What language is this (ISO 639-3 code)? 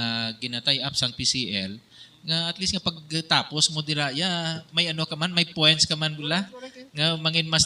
hil